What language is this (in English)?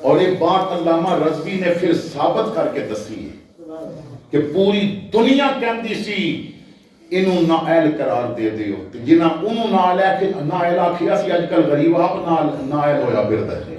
Western Panjabi